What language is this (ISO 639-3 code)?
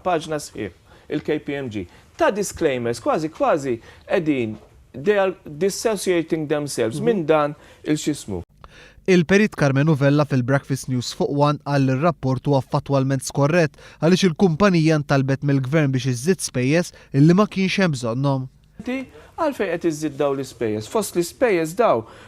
mlt